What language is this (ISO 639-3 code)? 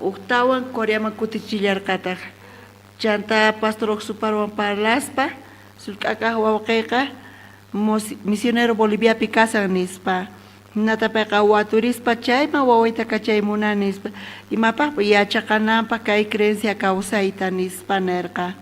quh